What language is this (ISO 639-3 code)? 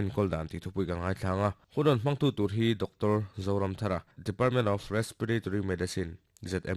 lus